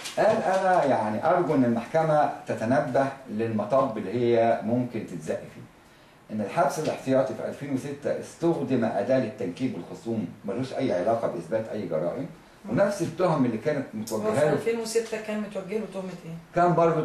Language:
Egyptian Arabic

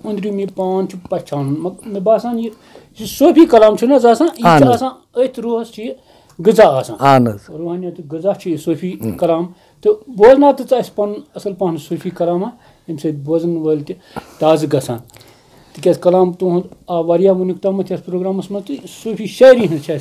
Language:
Kashmiri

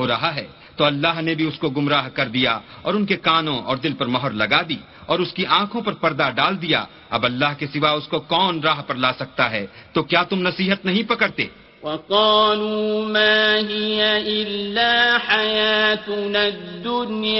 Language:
Urdu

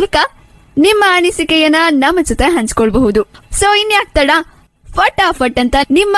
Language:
Kannada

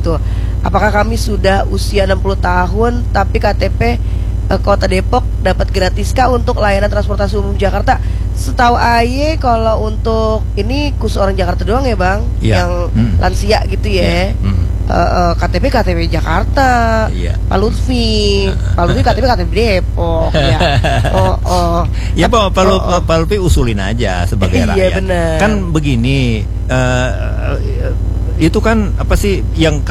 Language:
Indonesian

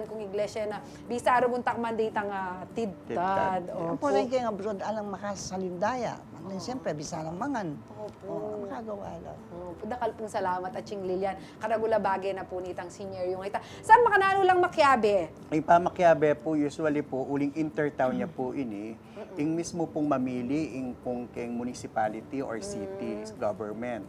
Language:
Pampanga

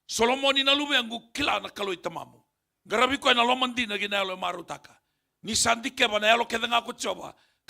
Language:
Fijian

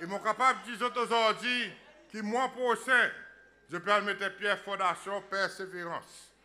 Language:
Seselwa Creole French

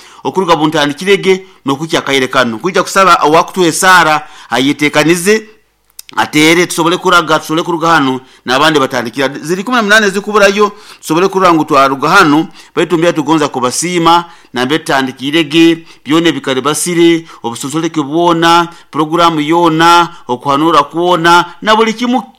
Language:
Nyoro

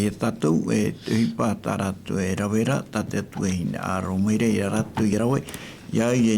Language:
Tahitian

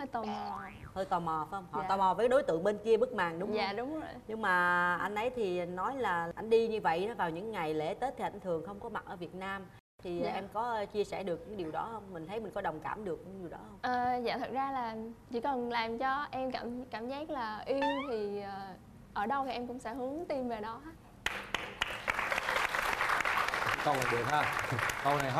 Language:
Vietnamese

